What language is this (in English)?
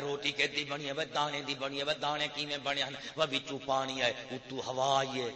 Saraiki